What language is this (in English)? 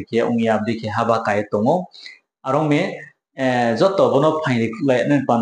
Riang (India)